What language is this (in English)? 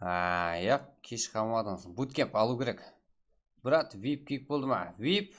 Kara-Kalpak